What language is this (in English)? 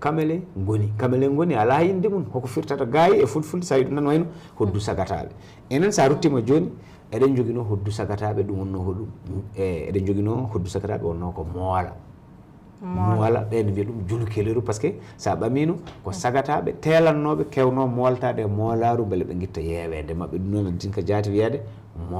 Fula